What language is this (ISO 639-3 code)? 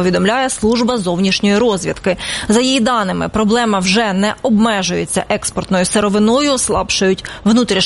ukr